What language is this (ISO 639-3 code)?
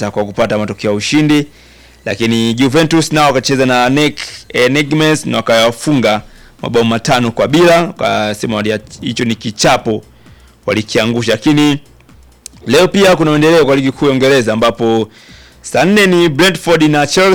swa